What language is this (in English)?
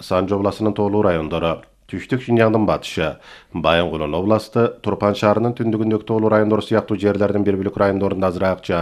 Kyrgyz